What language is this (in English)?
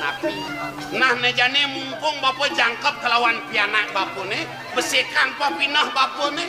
Balinese